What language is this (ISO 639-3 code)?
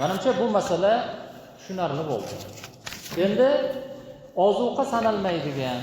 uzb